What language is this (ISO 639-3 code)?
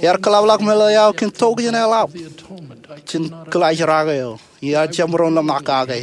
mah